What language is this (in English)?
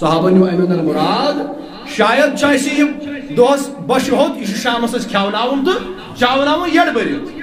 Kashmiri